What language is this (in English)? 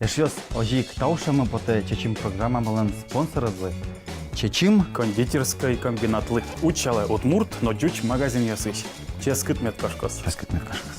Udmurt